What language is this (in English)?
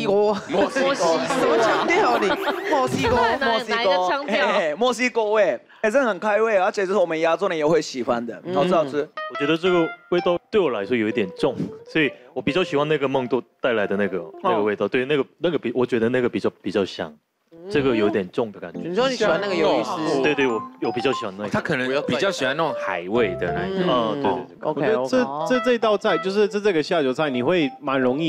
Chinese